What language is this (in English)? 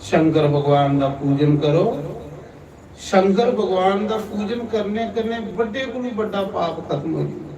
Dogri